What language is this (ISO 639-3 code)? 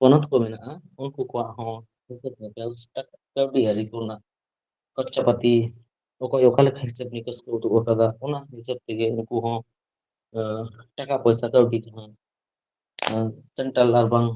sat